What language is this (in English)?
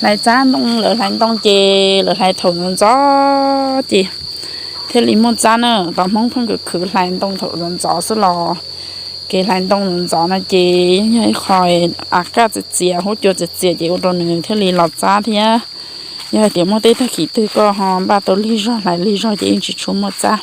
Hmong